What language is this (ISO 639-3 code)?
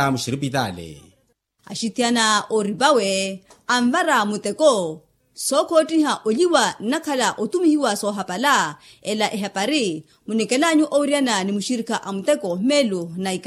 vmw